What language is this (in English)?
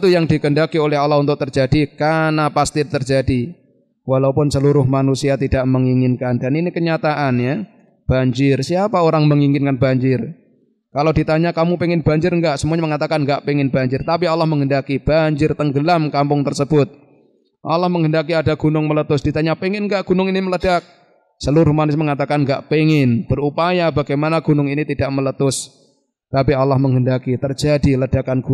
Indonesian